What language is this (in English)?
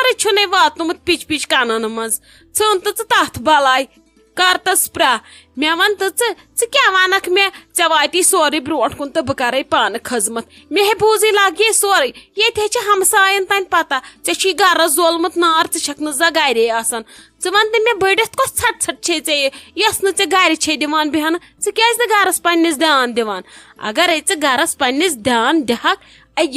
Kashmiri